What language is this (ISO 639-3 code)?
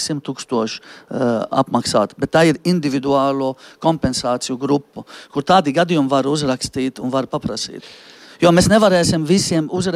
lav